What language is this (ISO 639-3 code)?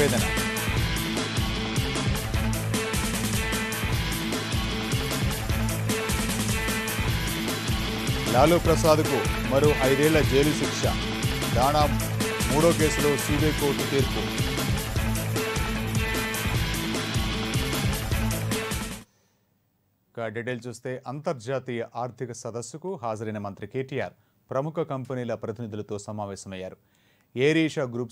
tel